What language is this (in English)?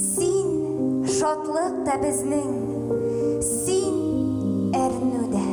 Tatar